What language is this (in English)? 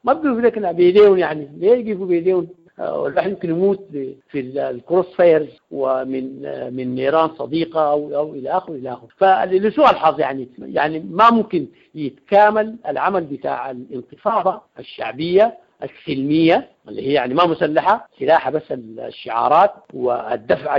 Sudanese Arabic